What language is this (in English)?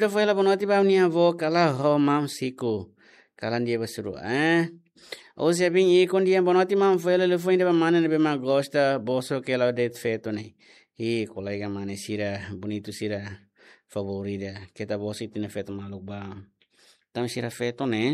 Tetum